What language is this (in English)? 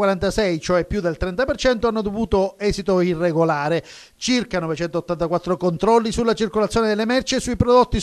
Italian